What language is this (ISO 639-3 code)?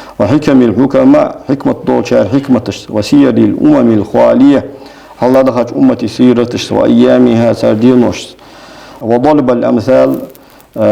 inh